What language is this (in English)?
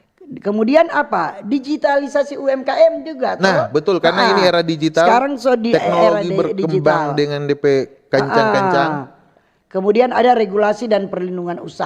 Manado Malay